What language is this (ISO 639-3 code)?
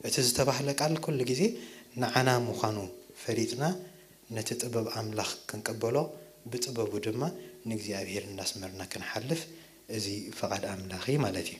tir